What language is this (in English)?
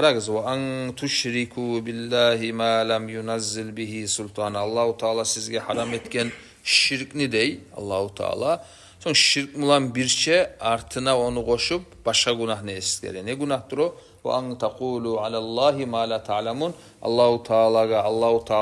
Kumyk